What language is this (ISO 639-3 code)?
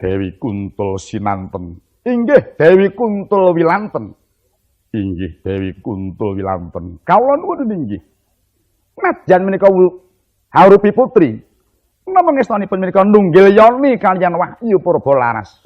jav